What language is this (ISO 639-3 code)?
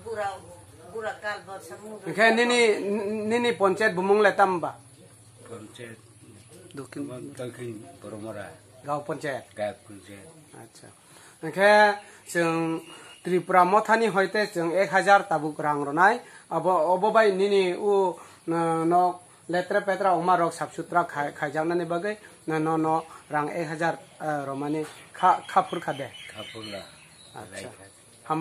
trp